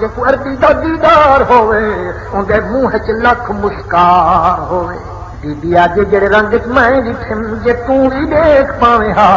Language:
Saraiki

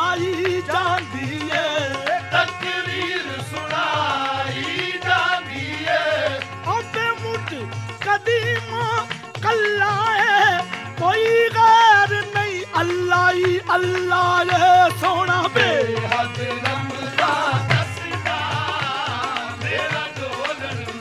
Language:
Punjabi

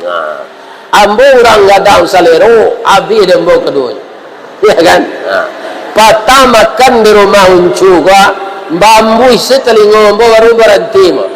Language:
Minangkabau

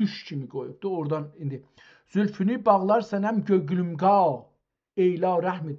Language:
South Azerbaijani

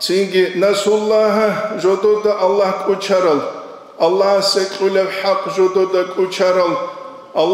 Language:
Avaric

